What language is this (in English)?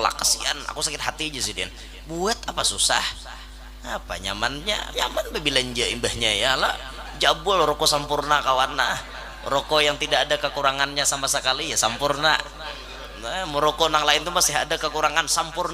Banjar